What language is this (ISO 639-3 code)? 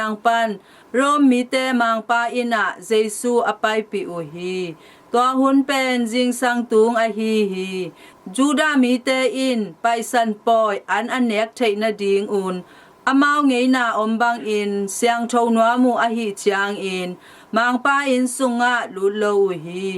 ctd